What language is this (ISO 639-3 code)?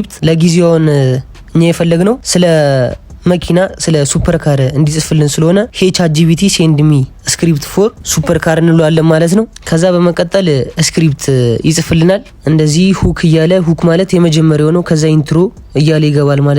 amh